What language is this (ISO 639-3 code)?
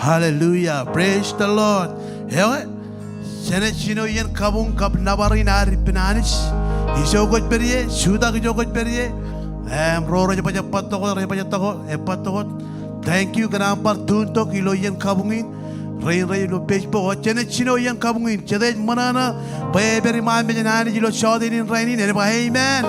mah